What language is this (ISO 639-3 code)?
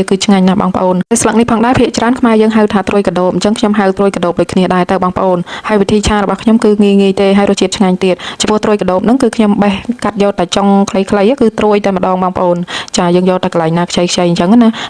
khm